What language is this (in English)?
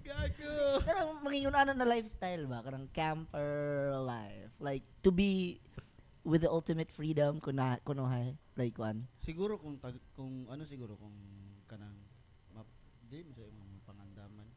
Cebuano